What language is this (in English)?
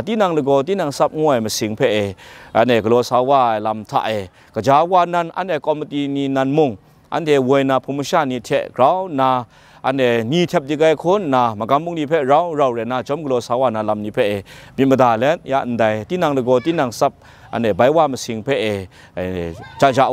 Kachin